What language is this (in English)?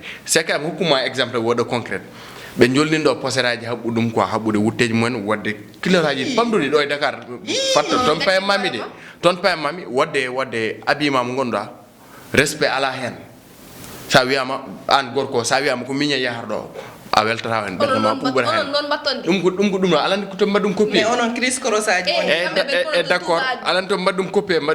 Fula